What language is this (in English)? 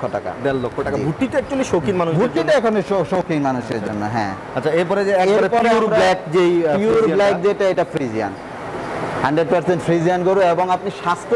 Bangla